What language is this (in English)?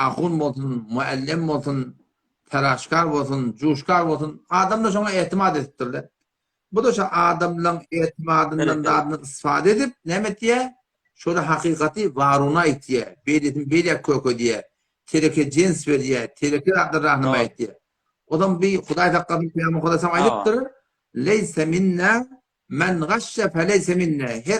Turkmen